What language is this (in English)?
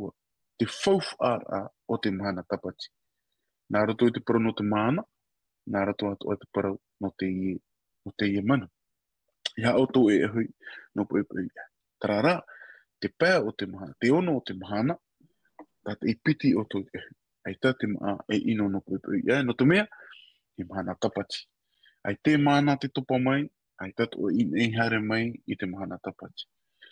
Tahitian